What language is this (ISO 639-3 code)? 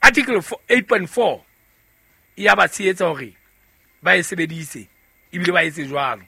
sot